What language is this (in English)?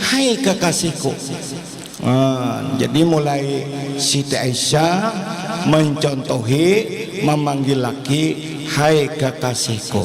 Banjar